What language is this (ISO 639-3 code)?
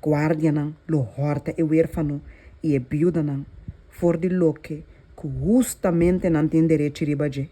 pap